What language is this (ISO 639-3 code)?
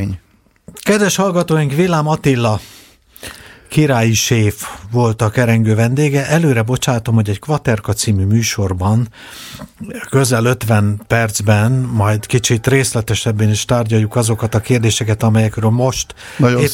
hun